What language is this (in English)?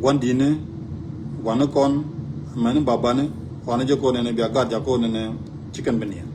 Nuer